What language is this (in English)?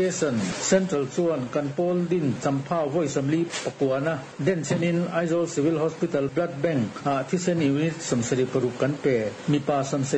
Mizo